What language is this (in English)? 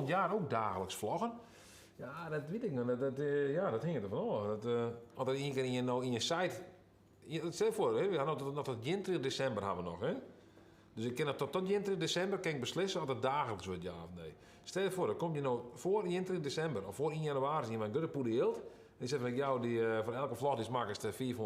Western Frisian